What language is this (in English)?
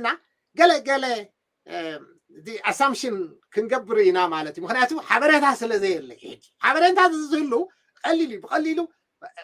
Tigrinya